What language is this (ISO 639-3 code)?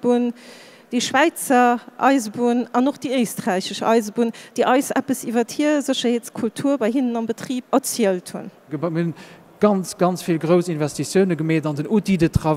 ltz